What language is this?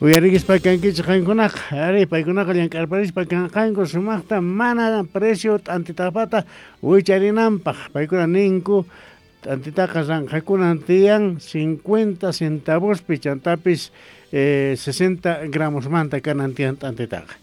South Bolivian Quechua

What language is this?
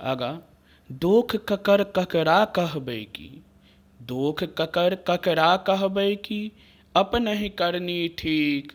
Maithili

